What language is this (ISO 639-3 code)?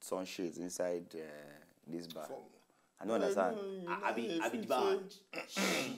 pcm